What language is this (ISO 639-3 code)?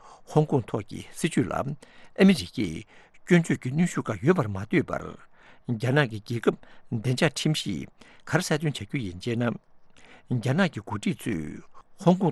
bod